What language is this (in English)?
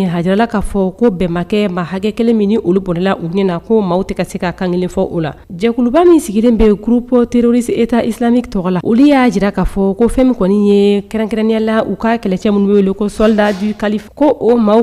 Bambara